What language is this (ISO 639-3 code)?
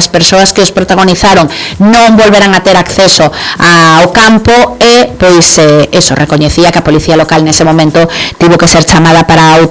glg